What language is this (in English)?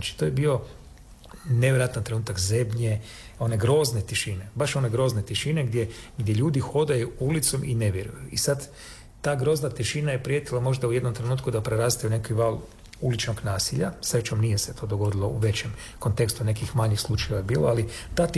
Croatian